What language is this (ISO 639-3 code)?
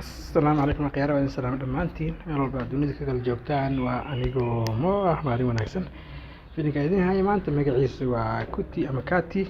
som